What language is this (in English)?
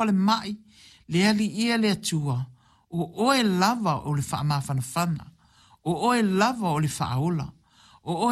Samoan